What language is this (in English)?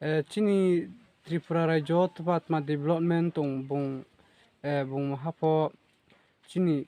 Riang (India)